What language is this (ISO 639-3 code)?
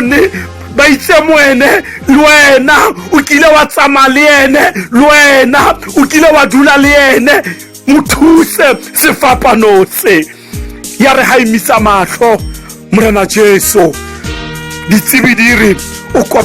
tsn